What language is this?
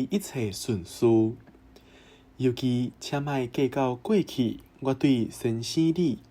Min Nan Chinese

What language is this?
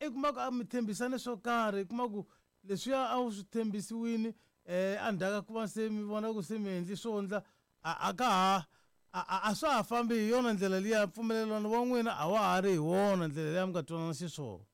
Tsonga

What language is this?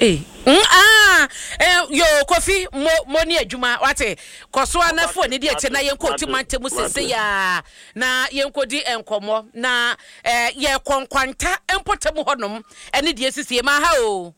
Akan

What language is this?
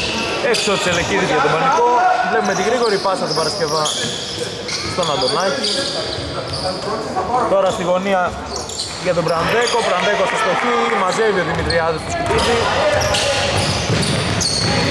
Greek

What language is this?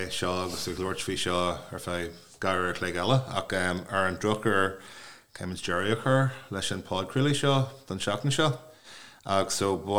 Irish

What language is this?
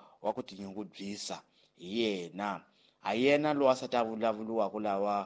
Tsonga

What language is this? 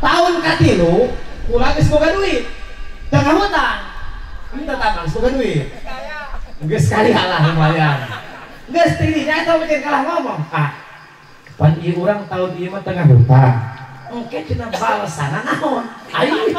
Sundanese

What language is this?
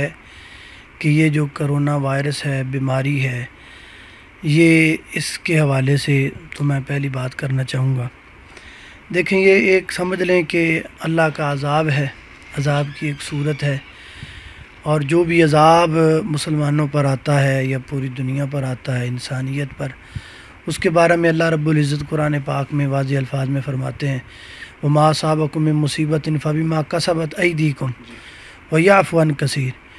Urdu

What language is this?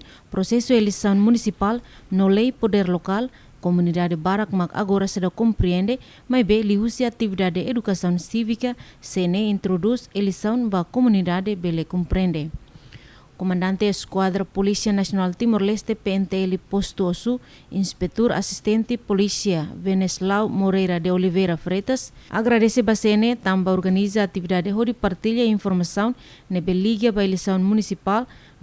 Tetum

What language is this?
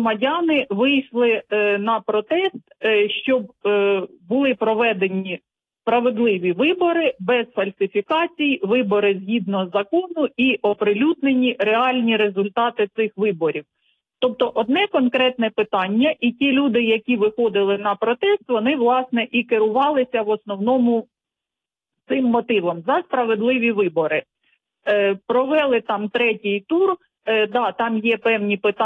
Ukrainian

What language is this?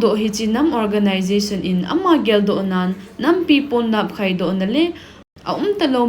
Thado Chin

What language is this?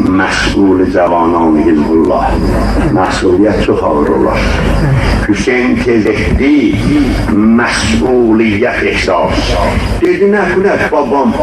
South Azerbaijani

